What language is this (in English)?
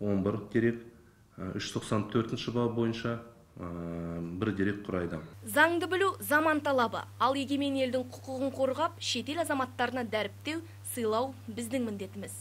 Kazakh